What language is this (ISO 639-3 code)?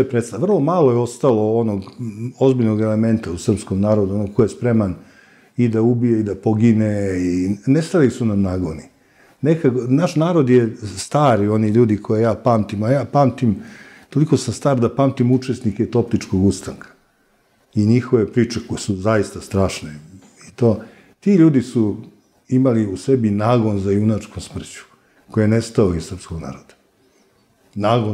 srp